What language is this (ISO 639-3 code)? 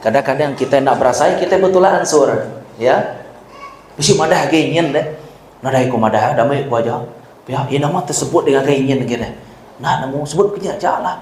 iba